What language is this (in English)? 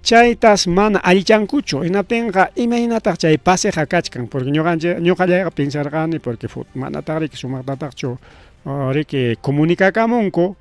Ayacucho Quechua